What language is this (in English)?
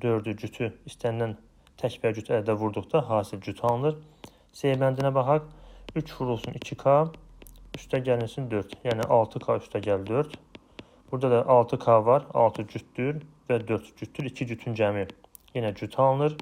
Azerbaijani